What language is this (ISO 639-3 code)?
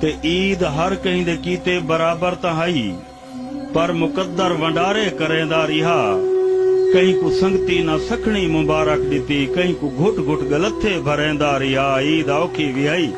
skr